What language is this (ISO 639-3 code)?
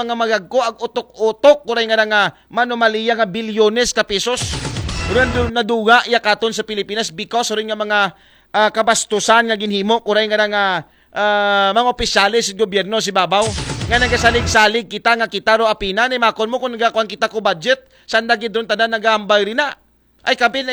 akl